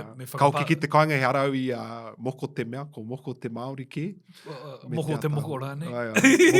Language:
Māori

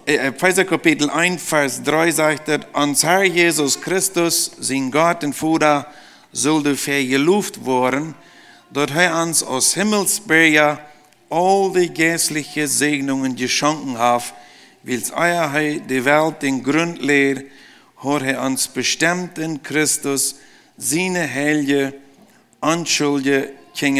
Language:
Plautdietsch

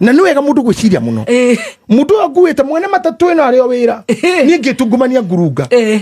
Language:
Kikuyu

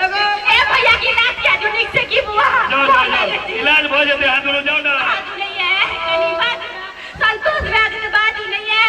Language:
Maithili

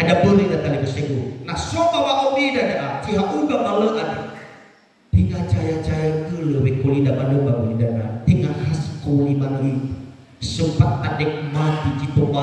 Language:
Nias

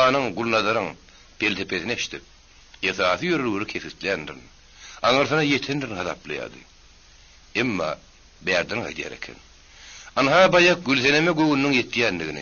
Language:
Turkmen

